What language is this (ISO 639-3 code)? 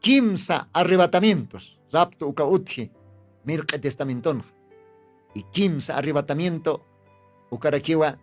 aym